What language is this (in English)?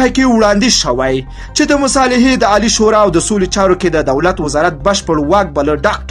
Pashto